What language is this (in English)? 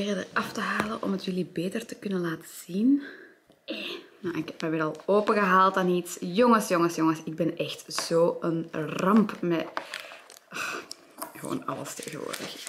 Dutch